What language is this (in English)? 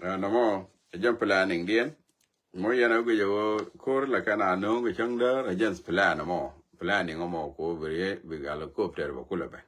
Nuer